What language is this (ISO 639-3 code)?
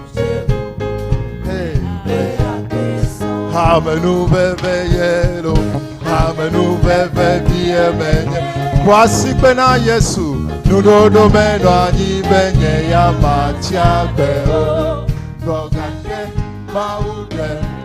ewe